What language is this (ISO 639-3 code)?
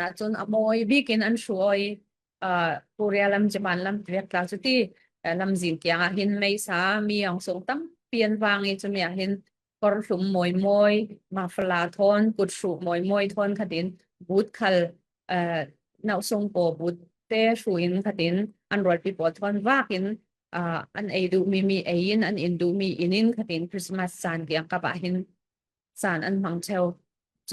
cfm